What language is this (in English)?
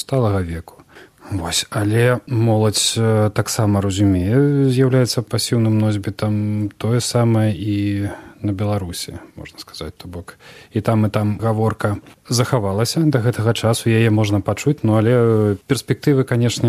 Belarusian